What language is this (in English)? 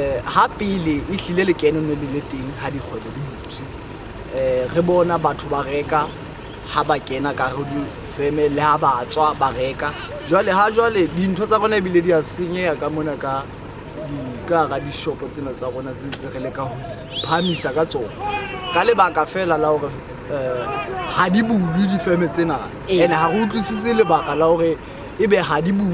Southern Sotho